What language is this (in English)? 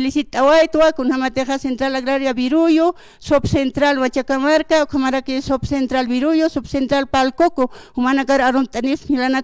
Aymara